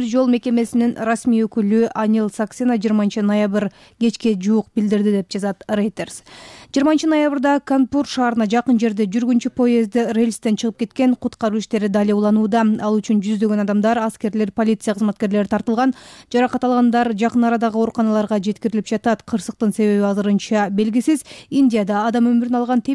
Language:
Kyrgyz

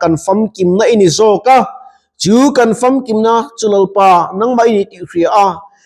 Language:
Mizo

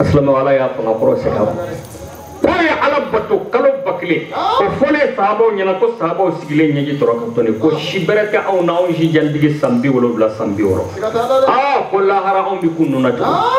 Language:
Bambara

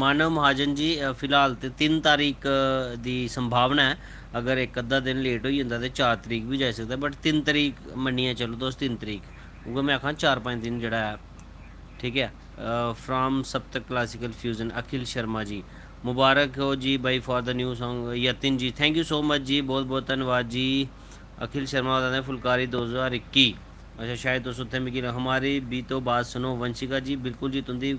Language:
Dogri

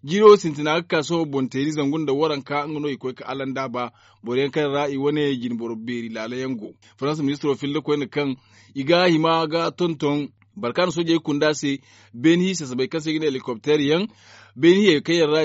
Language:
Zarma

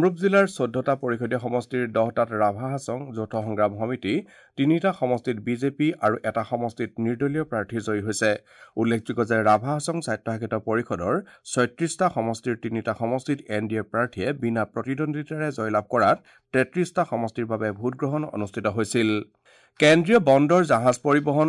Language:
Assamese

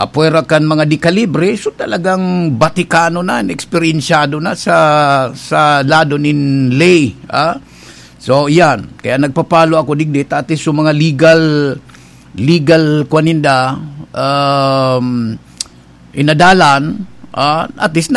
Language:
Bikol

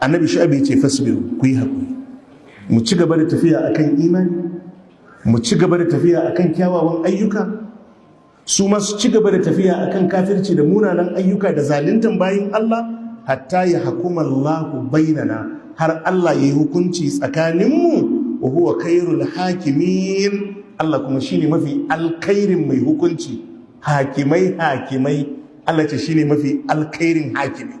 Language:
Hausa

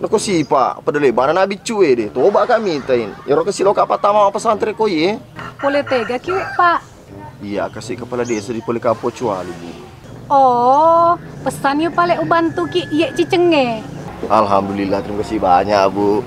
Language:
Buginese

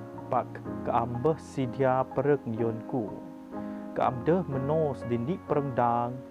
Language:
Biatah Bidayuh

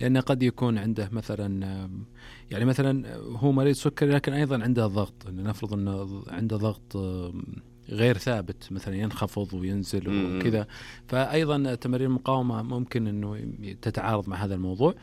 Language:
Najdi Arabic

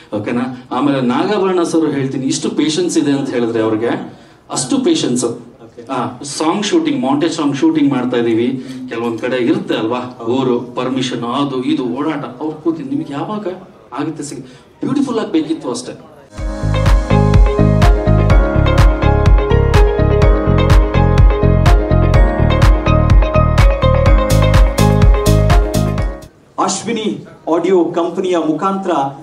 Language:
Kannada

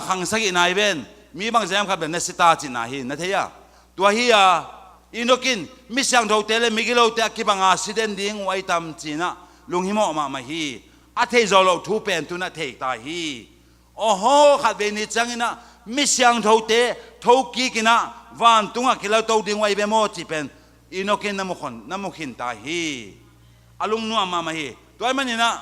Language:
Tedim Chin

